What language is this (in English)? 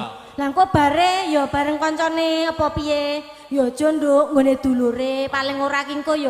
Javanese